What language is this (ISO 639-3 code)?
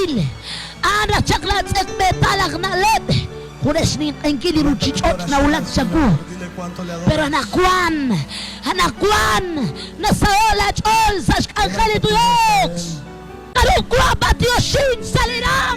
kek